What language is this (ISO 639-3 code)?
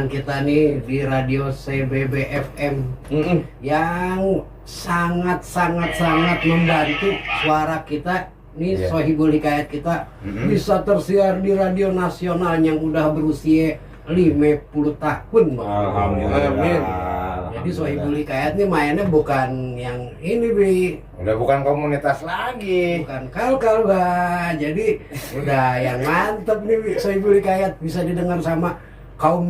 bew